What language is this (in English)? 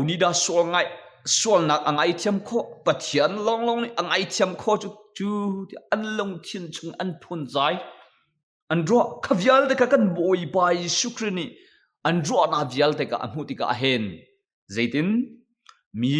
Hakha Chin